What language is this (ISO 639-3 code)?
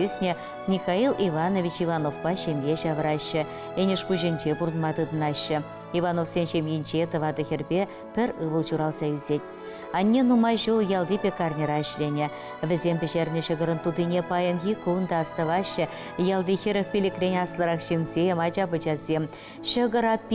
chv